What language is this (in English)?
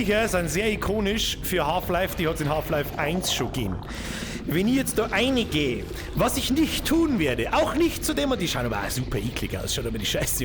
Bavarian